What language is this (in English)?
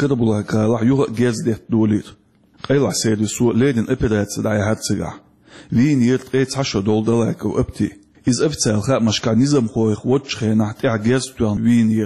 Chechen